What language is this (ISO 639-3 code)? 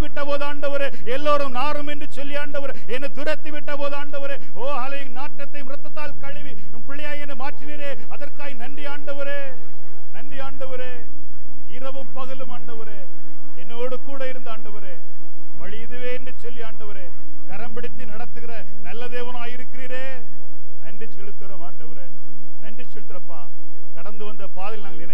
tam